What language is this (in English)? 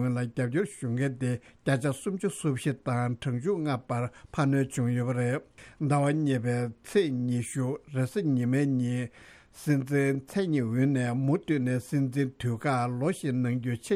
Tibetan